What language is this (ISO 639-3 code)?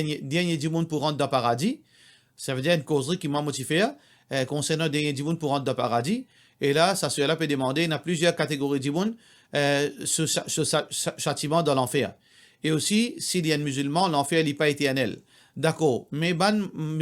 mfe